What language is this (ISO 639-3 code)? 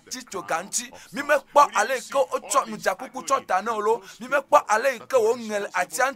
ewe